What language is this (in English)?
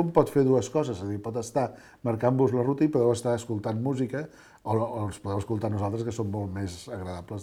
Catalan